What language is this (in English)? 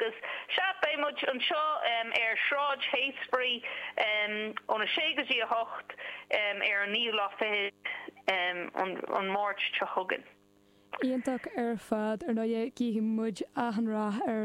Irish